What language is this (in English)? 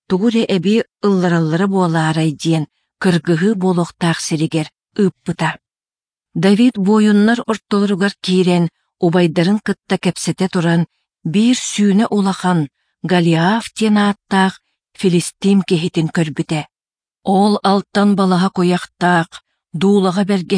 Yakut